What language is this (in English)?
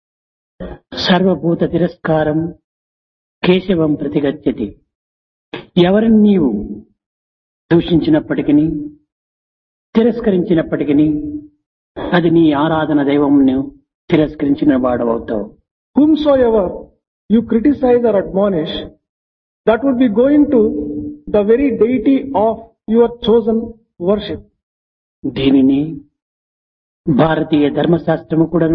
Telugu